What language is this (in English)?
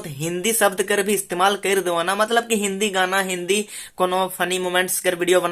Sadri